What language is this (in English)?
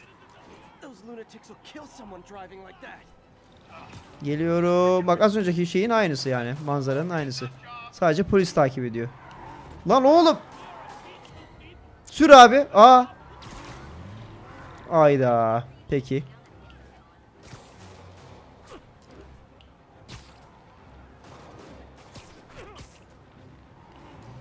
Turkish